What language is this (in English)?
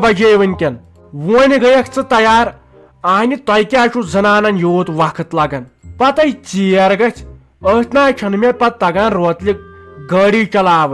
Kashmiri